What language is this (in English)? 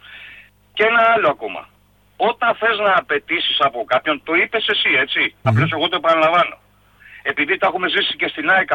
Greek